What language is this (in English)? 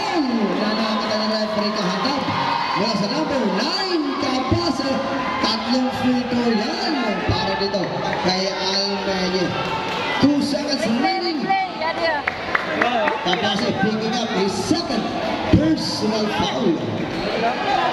Filipino